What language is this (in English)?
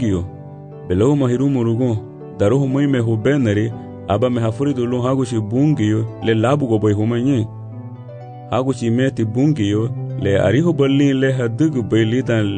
Garifuna